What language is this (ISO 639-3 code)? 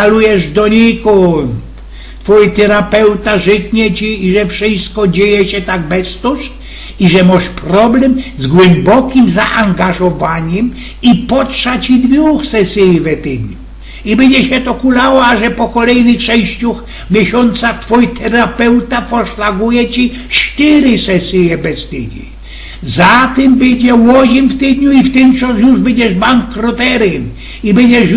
szl